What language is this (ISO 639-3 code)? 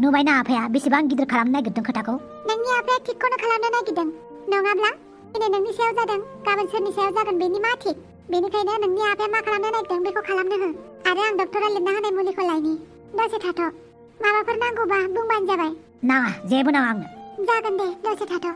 brx